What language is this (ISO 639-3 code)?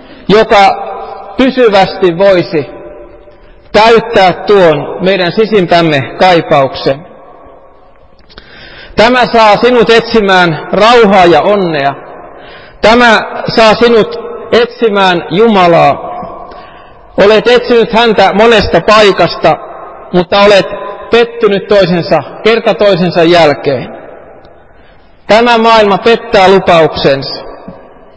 fin